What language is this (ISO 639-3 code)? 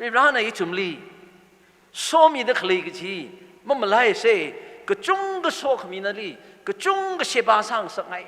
nmf